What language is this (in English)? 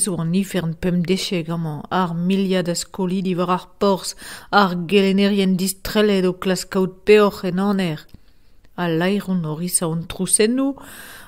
Breton